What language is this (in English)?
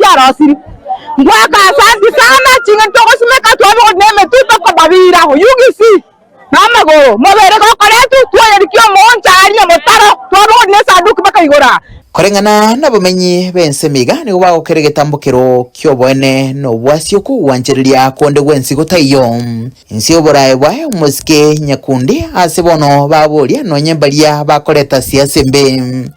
Gusii